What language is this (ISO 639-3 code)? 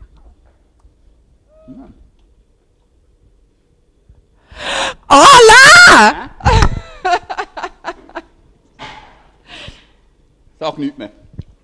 deu